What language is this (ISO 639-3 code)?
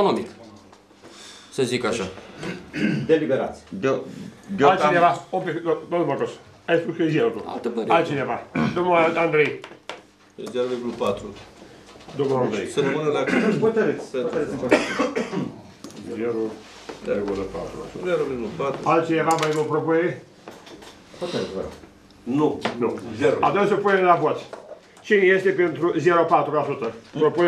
ron